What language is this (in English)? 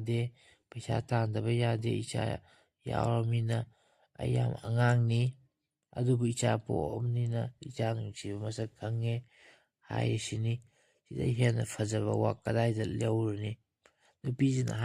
Manipuri